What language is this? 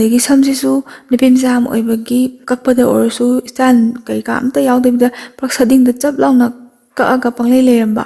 Manipuri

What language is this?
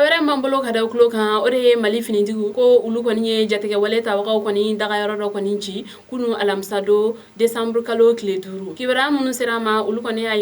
Bambara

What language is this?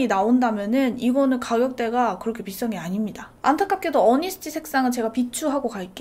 Korean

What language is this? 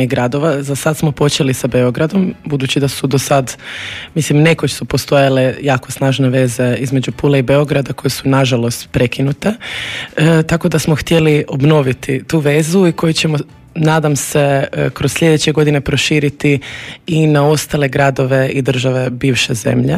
Croatian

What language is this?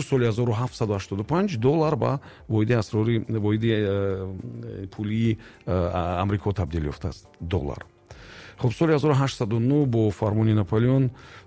Tajik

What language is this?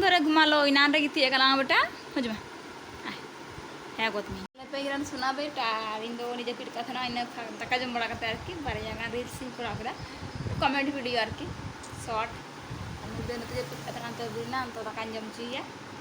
Santali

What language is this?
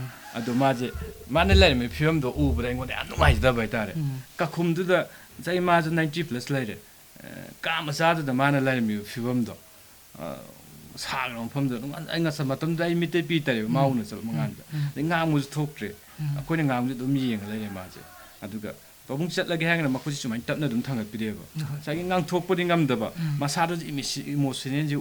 Manipuri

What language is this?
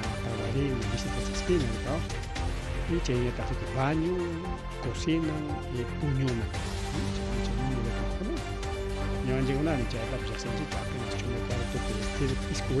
Ayacucho Quechua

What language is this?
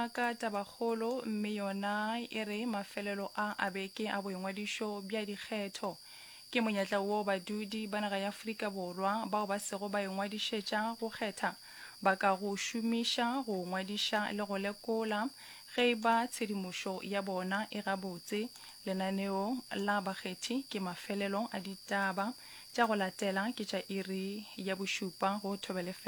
Northern Sotho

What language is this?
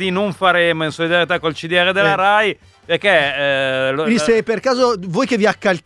Italian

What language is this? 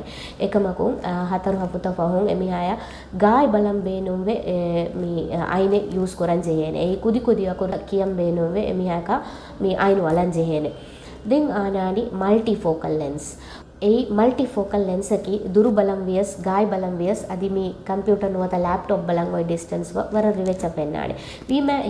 Divehi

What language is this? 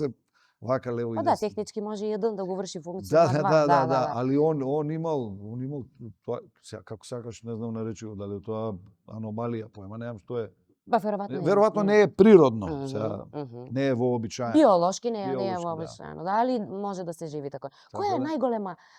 Macedonian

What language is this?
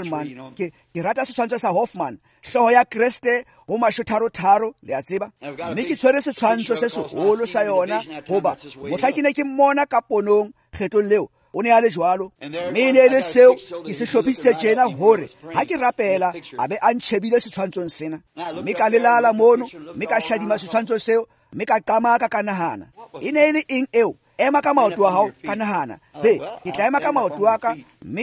Tswana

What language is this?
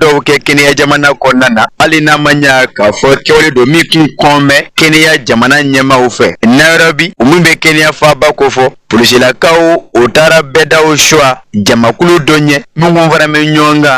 Bambara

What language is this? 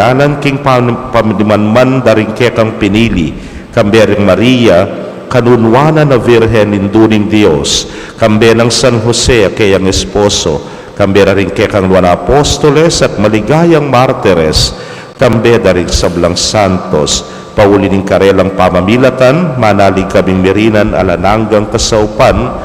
Pampanga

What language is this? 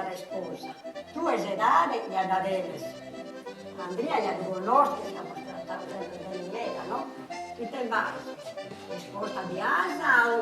Sardinian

